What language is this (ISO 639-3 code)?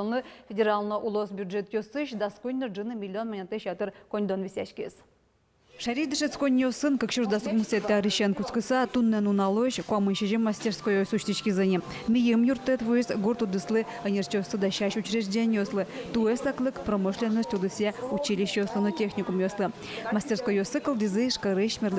udm